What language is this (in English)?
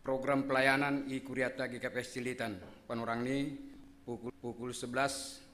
Batak Simalungun